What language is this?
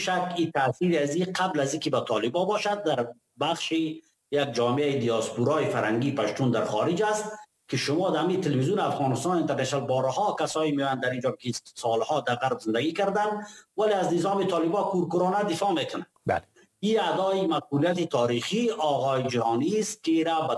Persian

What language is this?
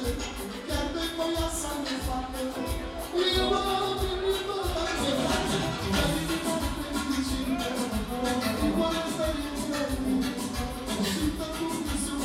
Romanian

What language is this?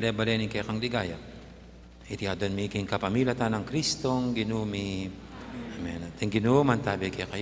Pampanga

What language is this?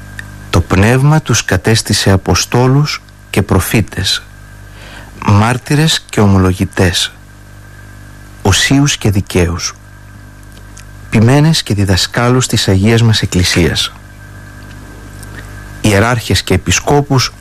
Greek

